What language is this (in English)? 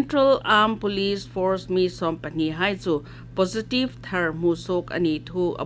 Hmar